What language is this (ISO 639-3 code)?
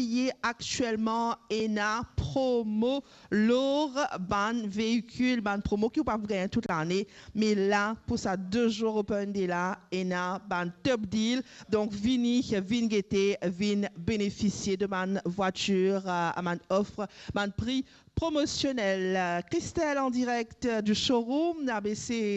mfe